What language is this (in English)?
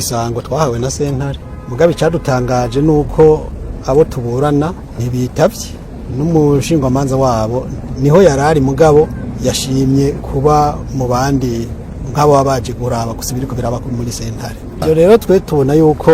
Rundi